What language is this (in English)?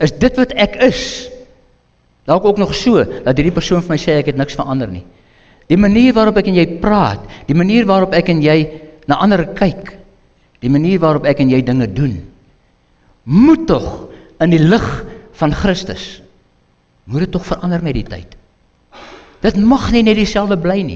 Afrikaans